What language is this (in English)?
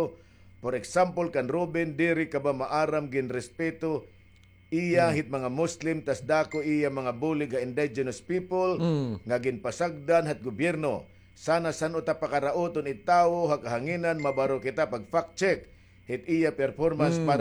Waray